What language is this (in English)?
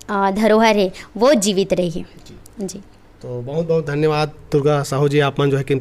Chhattisgarhi